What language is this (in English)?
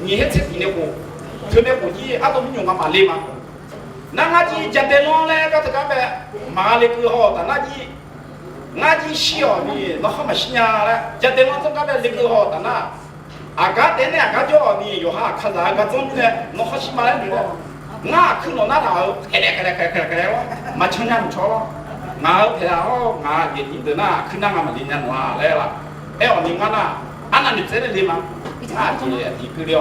Akha